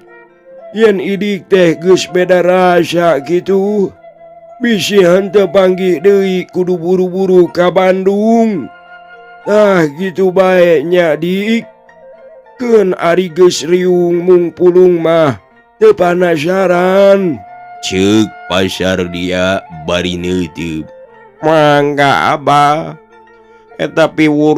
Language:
Sundanese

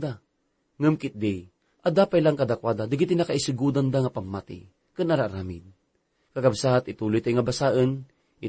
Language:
Iloko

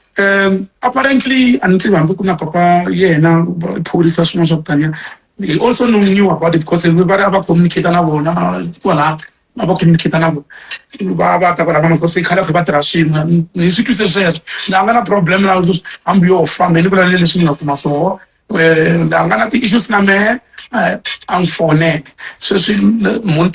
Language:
Tsonga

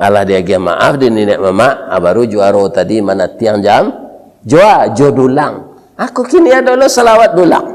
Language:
Minangkabau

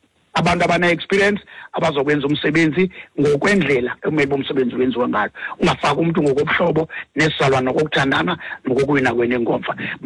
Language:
Xhosa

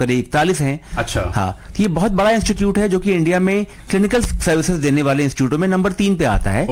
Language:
Hindi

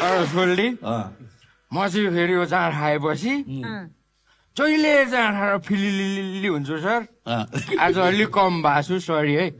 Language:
Nepali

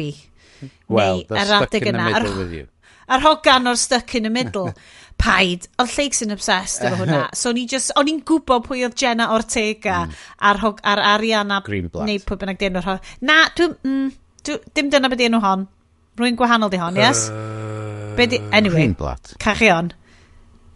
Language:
Welsh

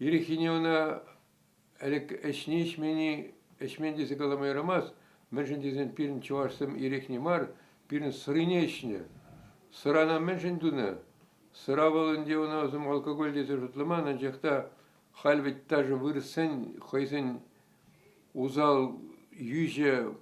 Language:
Chuvash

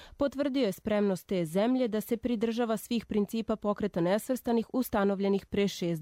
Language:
Bosnian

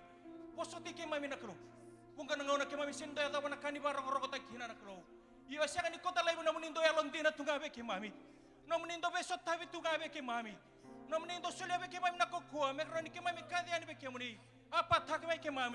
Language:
Fijian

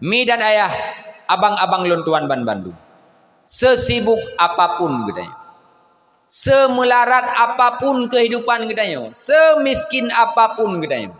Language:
Achinese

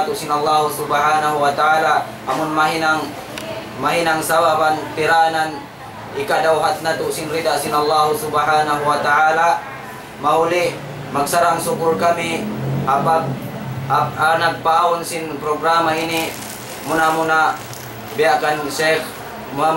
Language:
Tausug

